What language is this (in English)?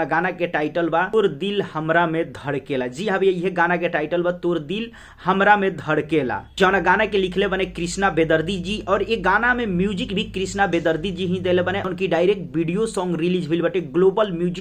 Bhojpuri